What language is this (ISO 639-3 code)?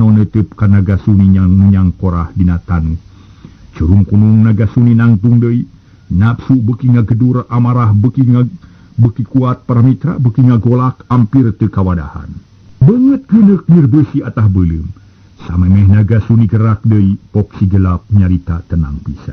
sun